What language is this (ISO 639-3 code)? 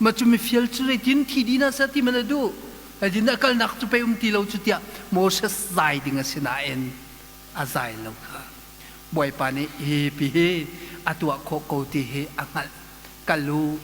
cnh